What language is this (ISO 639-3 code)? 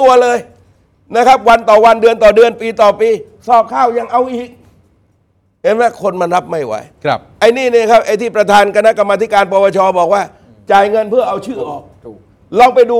tha